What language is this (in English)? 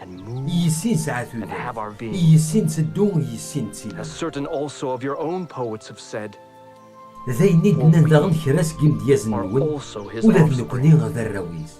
Kabyle